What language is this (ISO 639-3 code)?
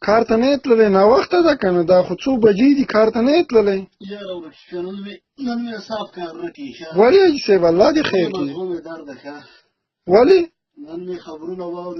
pus